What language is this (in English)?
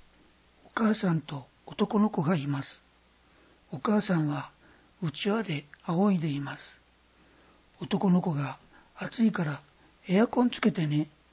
Japanese